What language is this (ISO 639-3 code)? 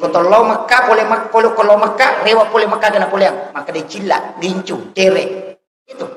bug